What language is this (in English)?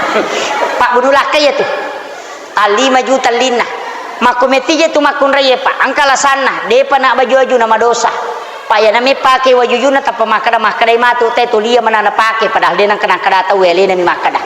Buginese